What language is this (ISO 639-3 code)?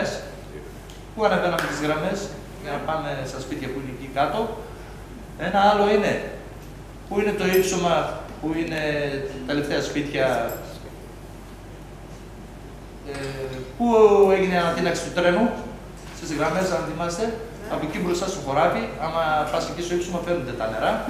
ell